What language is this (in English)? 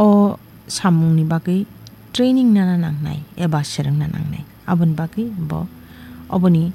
Kok Borok